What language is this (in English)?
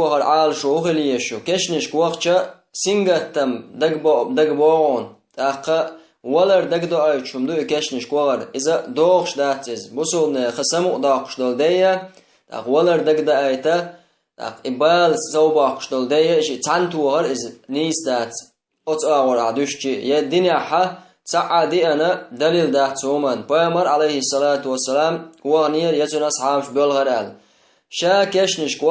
Chechen